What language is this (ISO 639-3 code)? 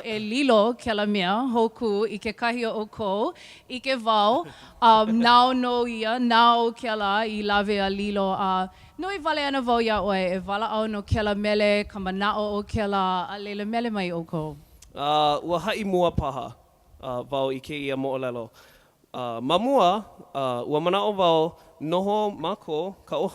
haw